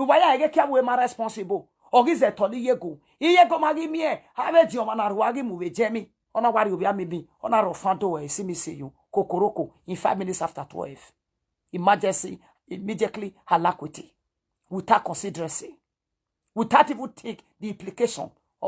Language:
Nigerian Pidgin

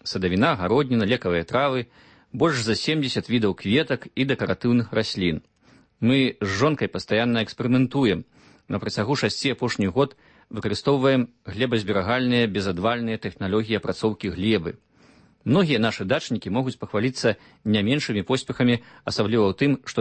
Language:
Belarusian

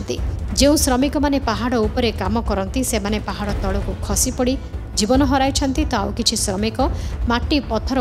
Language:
Odia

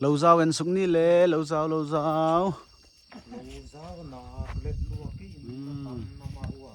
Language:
Paite Chin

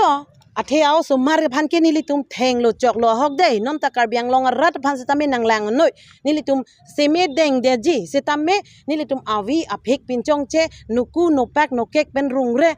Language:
Karbi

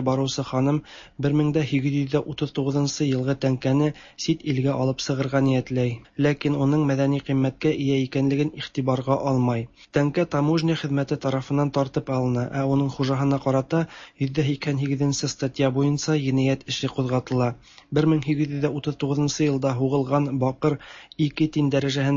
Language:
Tatar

